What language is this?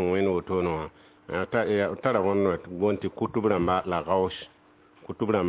Mossi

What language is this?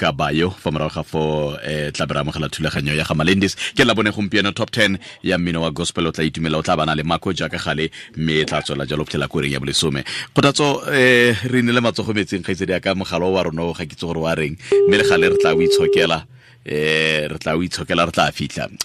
Tswana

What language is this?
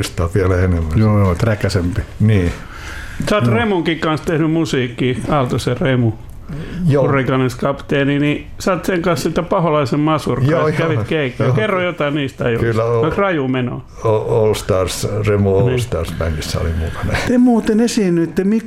Finnish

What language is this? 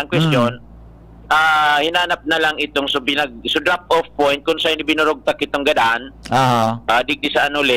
Bikol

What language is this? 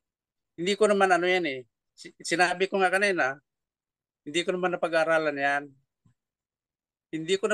Filipino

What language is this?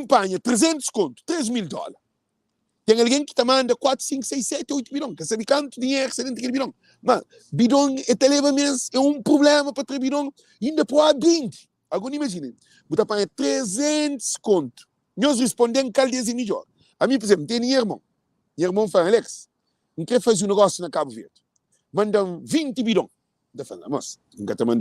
Kabuverdianu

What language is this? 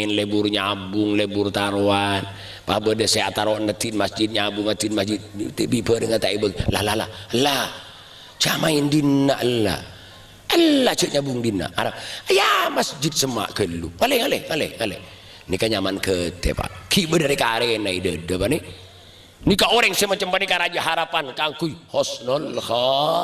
Madurese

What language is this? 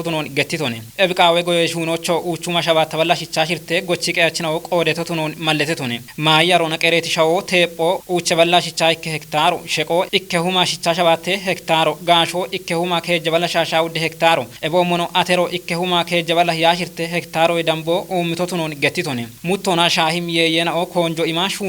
Kafa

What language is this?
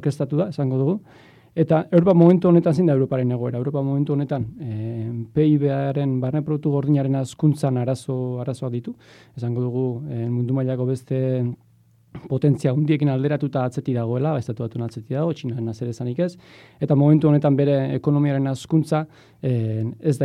Basque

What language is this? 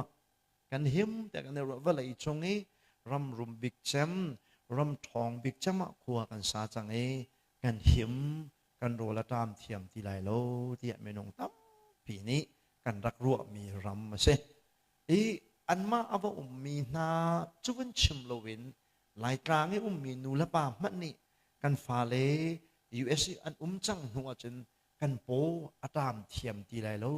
Hakha Chin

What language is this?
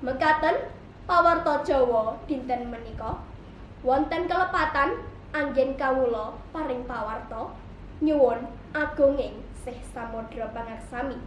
Javanese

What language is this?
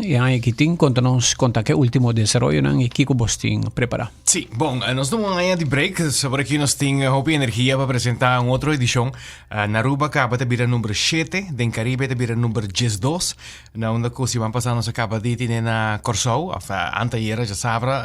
Papiamento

